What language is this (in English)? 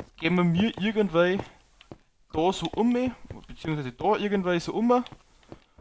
Bavarian